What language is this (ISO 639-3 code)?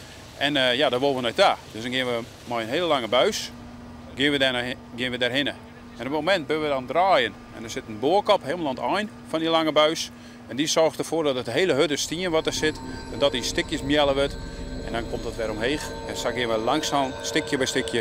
fry